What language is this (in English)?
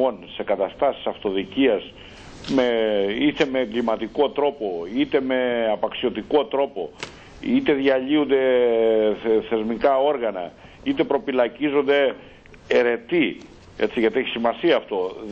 Greek